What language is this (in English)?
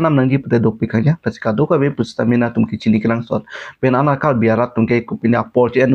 Karbi